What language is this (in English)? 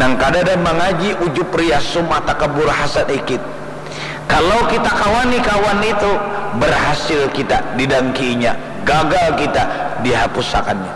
Banjar